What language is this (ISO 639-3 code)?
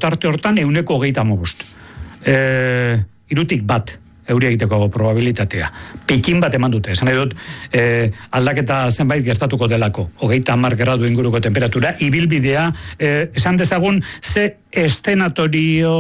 eus